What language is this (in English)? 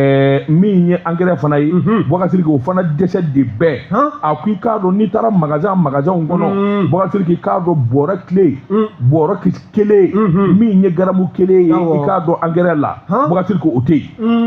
Bambara